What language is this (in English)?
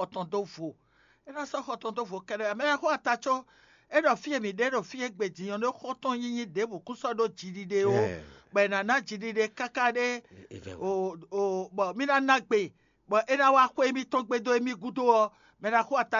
Fon